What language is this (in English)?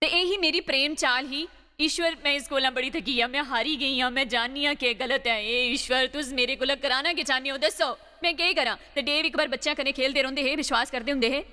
Dogri